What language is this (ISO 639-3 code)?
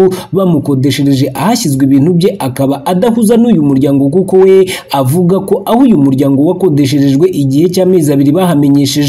kin